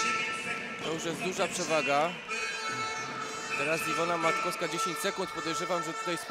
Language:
Polish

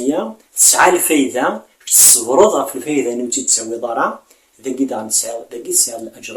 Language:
Kabyle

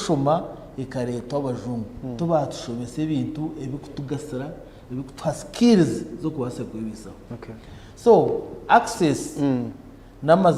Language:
Nyankole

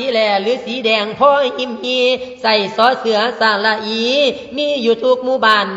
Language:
Lao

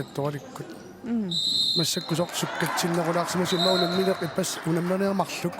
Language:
Kalaallisut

